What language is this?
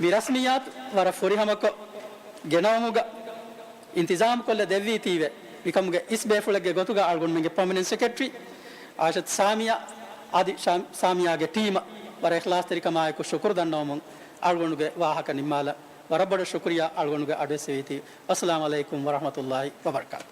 Divehi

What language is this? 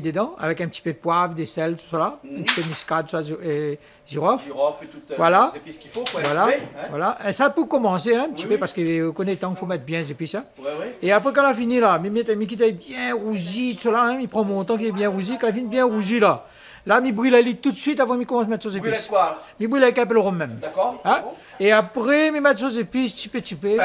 Réunion Creole French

